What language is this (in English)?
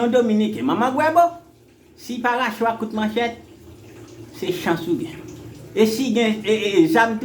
Haitian Creole